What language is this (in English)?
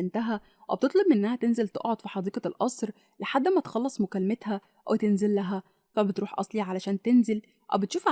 Egyptian Arabic